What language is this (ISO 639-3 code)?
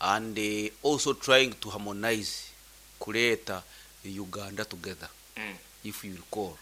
nyn